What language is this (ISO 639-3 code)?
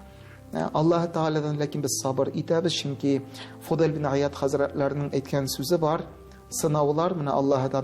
tat